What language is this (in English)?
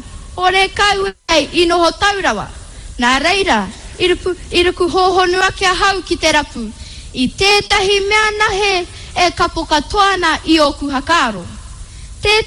Māori